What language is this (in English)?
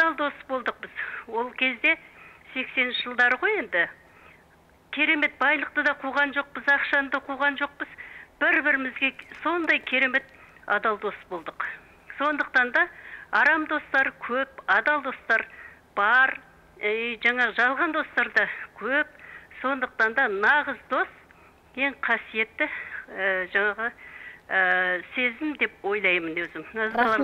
Kazakh